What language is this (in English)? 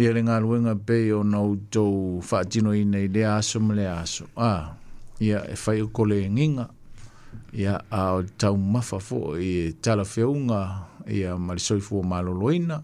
Samoan